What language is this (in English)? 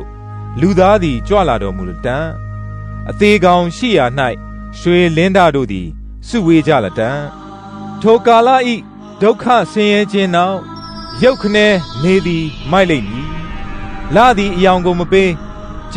Burmese